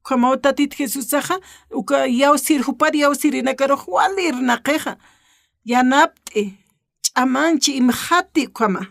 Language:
Aymara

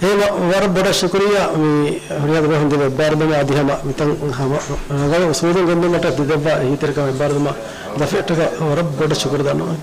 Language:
Divehi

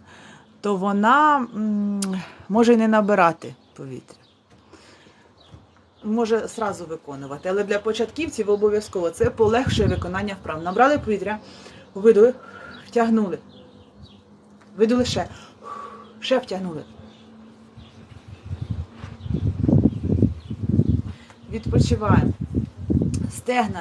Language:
Ukrainian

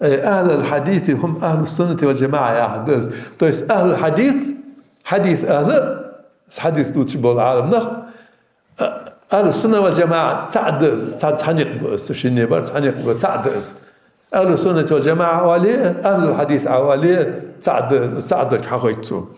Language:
Ingush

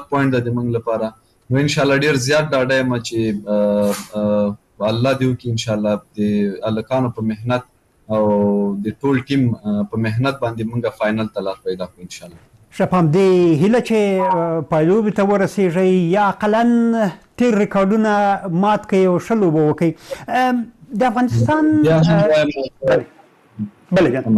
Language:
Pashto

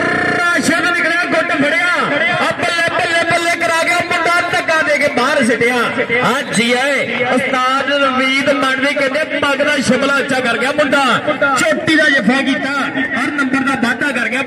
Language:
Punjabi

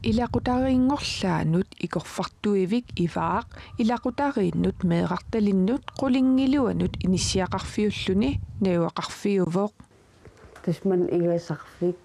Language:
Kalaallisut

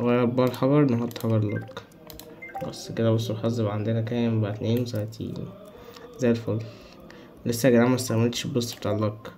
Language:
Egyptian Arabic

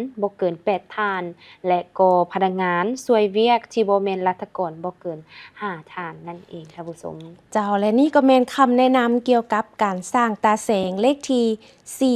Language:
Lao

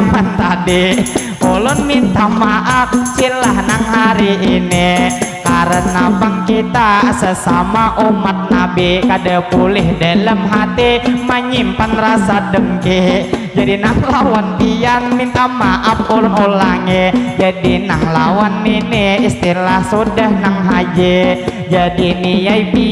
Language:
Banjar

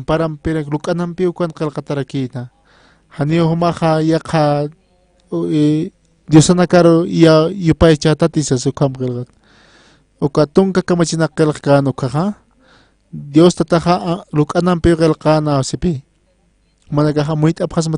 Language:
Aymara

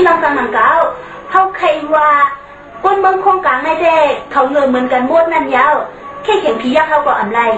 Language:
Shan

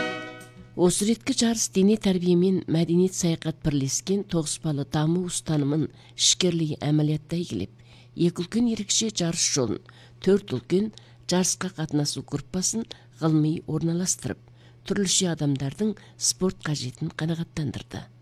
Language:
Kazakh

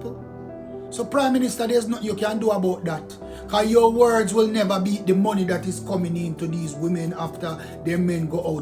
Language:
Jamaican Creole English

